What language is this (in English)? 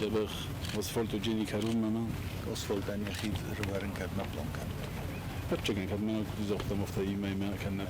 Ossetic